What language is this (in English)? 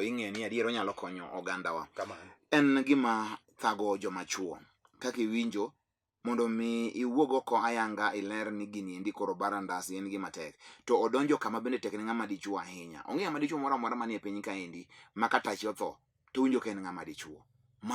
Luo (Kenya and Tanzania)